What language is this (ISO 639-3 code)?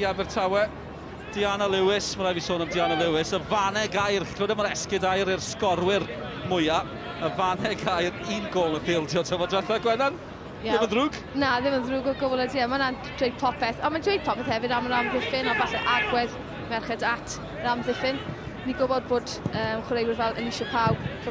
cym